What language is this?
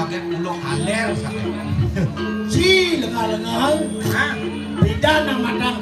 Balinese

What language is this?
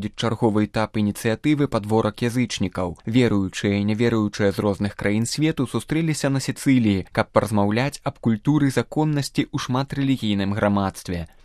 Belarusian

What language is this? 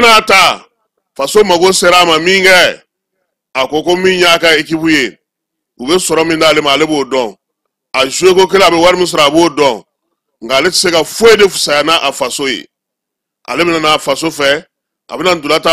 Bambara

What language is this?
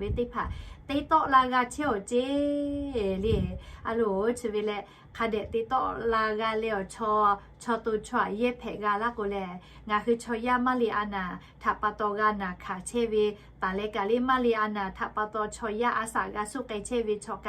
Lahu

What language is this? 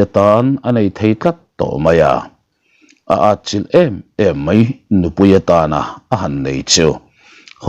Mizo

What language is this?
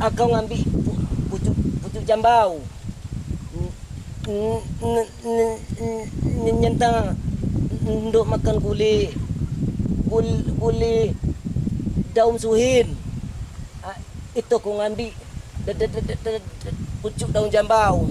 Minangkabau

